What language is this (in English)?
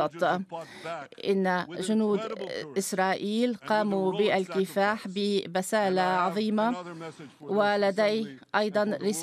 Arabic